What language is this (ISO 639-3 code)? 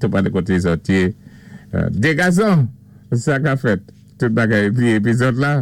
acf